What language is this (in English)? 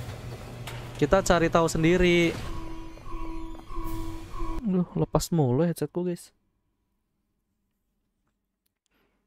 Indonesian